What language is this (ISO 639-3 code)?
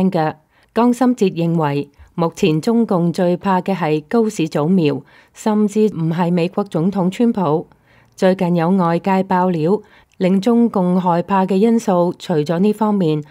yue